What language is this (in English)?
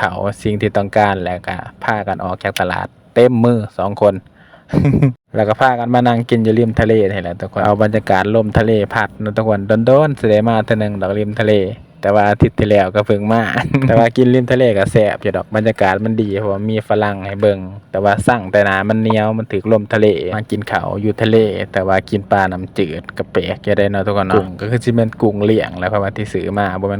Lao